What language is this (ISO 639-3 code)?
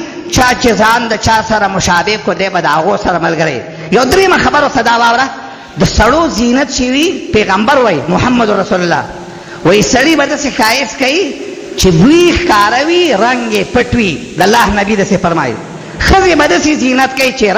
pus